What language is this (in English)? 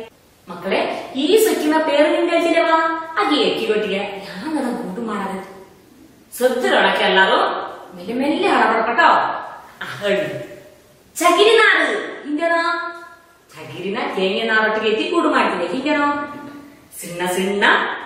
Malayalam